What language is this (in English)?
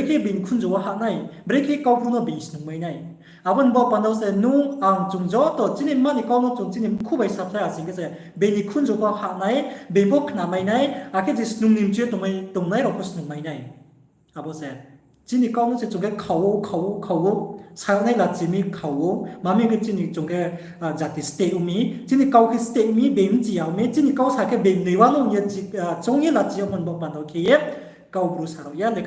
Riang (India)